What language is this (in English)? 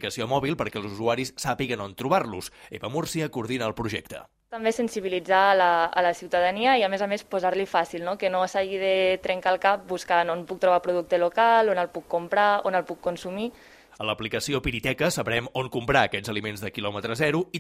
Catalan